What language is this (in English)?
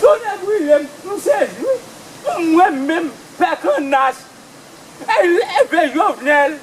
Haitian Creole